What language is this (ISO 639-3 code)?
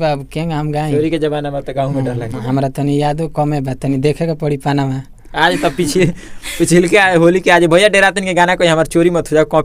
bho